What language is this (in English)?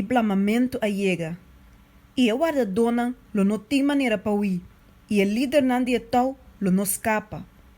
Papiamento